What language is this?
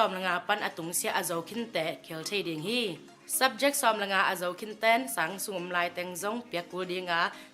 Tedim Chin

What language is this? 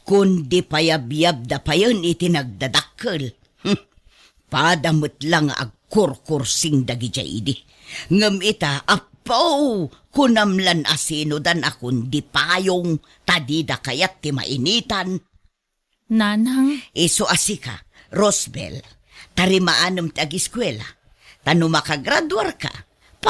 Iloko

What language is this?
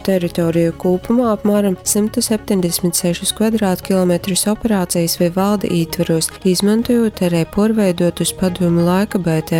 Latgalian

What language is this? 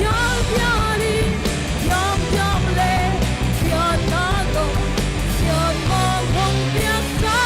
Paite Chin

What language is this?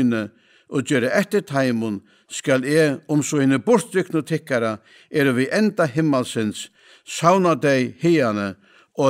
Faroese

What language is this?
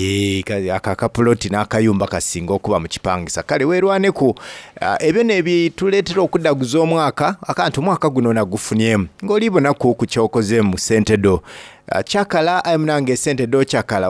Soga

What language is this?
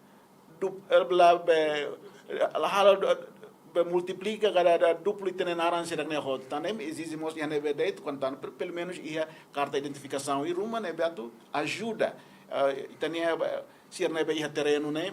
Tetum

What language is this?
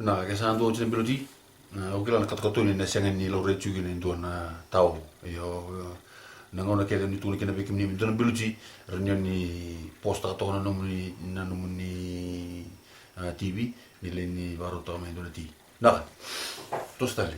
Fijian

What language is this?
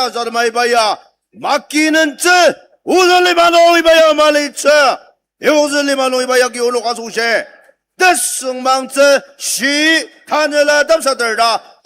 Ao Naga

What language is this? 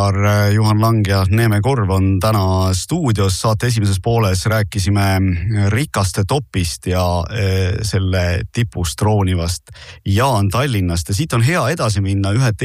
Estonian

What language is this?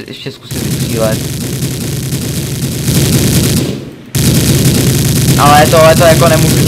Czech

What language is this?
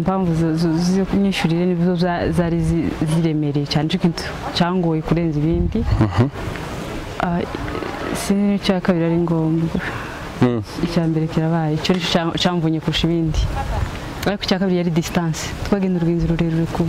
Kinyarwanda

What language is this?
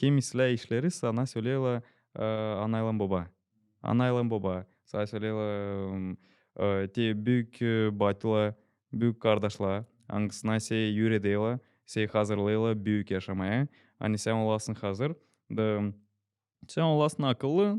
Gagauz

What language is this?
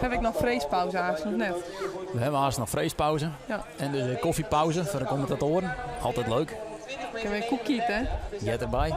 Western Frisian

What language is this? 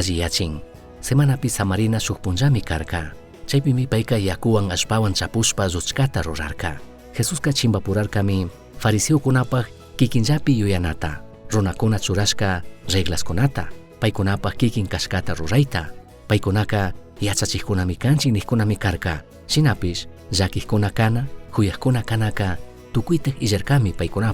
Chimborazo Highland Quichua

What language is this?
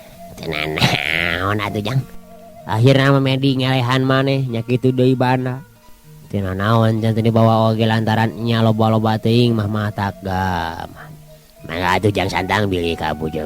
Sundanese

